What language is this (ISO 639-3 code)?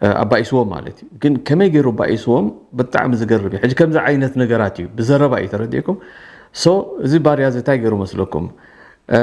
tir